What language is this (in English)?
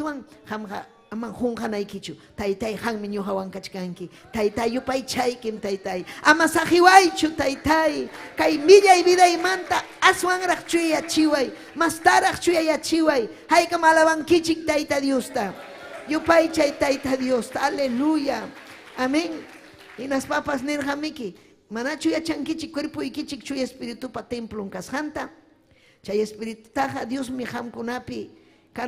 Ayacucho Quechua